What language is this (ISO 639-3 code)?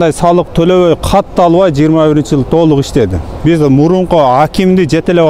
kir